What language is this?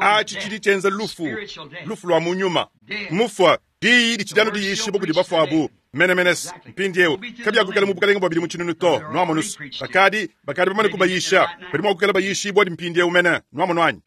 Luba-Lulua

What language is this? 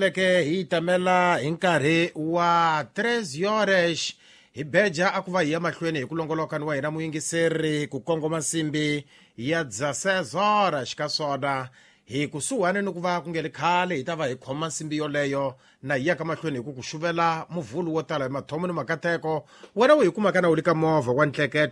Tsonga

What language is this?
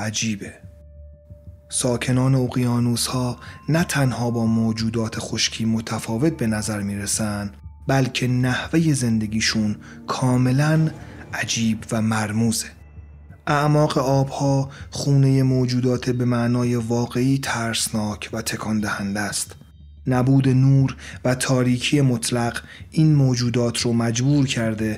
Persian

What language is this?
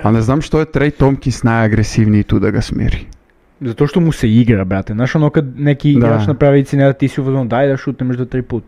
Serbian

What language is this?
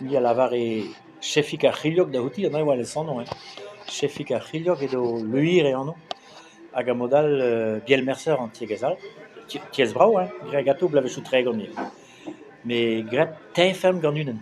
Breton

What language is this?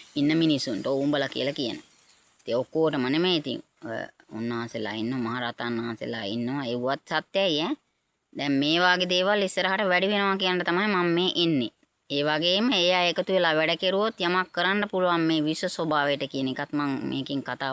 Sinhala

